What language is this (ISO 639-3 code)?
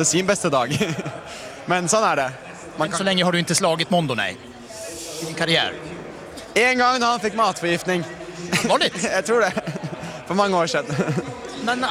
swe